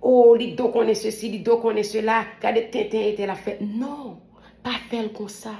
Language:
Haitian Creole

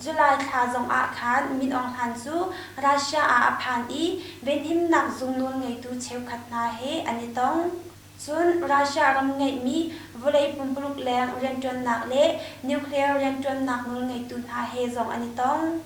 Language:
Hakha Chin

